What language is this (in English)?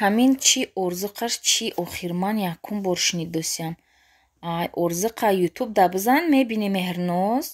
Tajik